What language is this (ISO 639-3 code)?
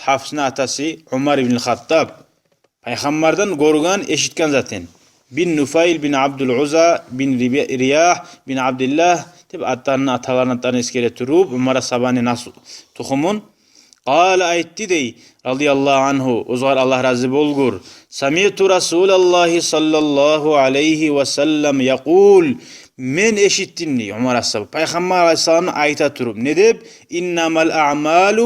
kum